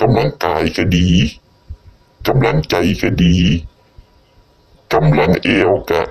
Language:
Lao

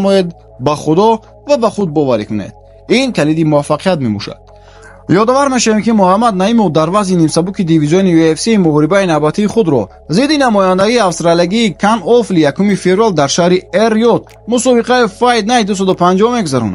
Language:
Tajik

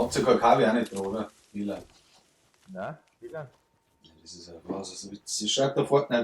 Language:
Bavarian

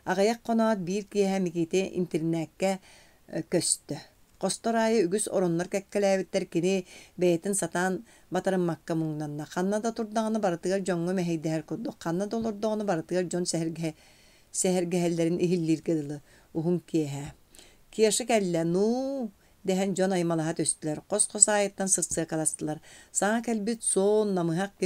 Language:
Yakut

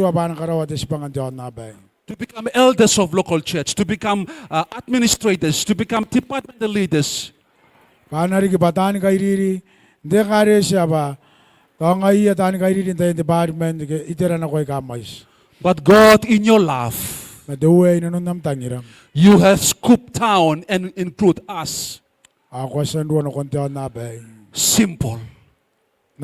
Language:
Gilbertese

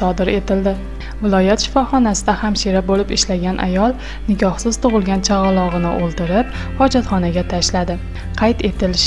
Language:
Uzbek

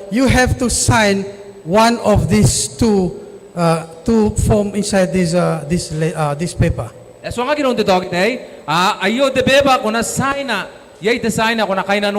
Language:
Gilbertese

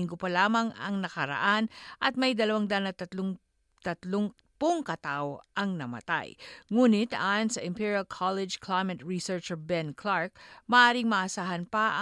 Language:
Filipino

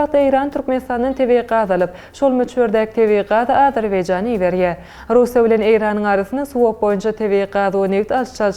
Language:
Turkmen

